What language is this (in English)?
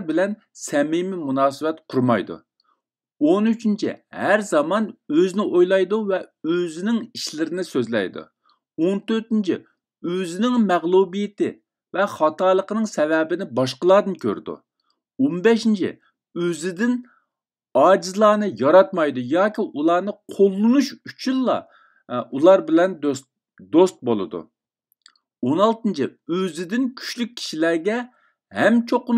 Uyghur